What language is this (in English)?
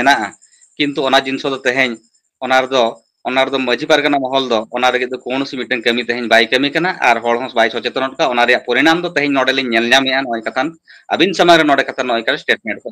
Santali